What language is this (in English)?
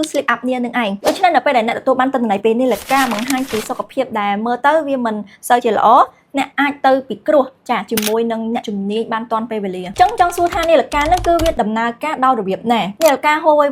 Khmer